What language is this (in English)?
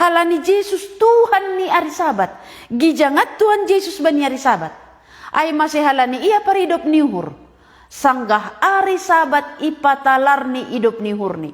Batak Simalungun